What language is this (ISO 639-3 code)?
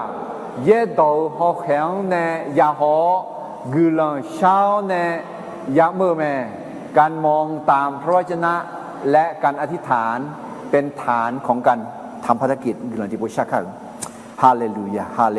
ahk